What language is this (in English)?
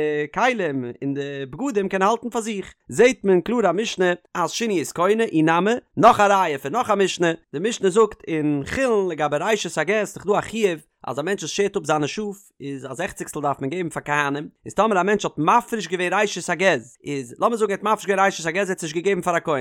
Yiddish